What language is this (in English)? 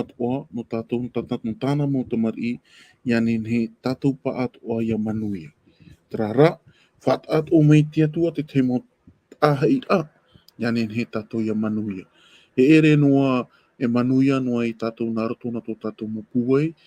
Tahitian